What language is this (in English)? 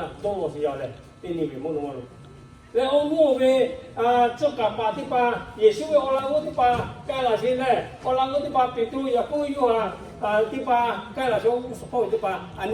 Lahu